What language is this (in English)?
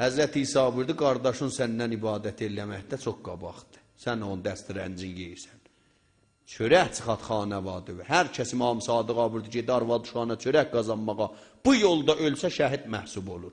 South Azerbaijani